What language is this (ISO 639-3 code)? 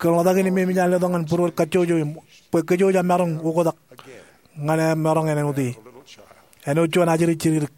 mah